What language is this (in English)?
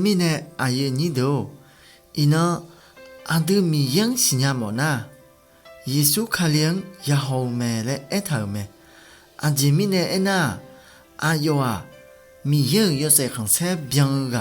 Akha